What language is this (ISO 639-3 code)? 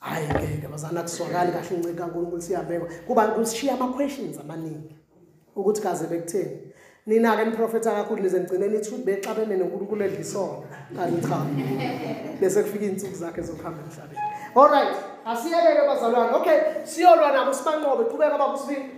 zul